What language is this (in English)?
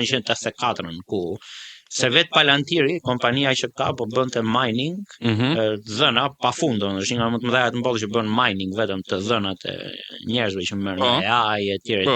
Albanian